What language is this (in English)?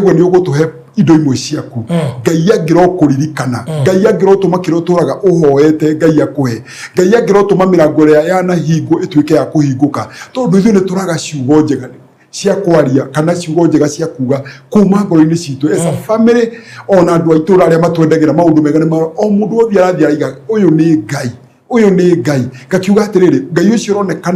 Kikuyu